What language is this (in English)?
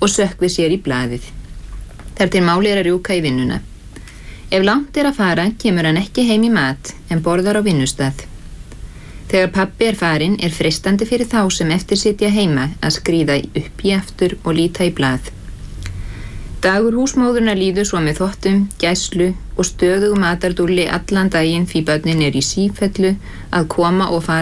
Icelandic